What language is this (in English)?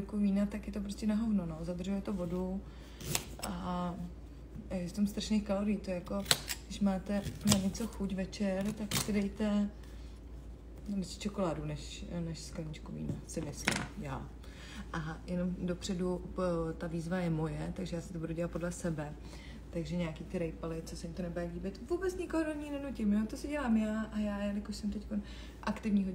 Czech